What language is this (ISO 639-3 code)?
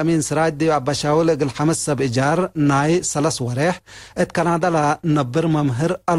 tig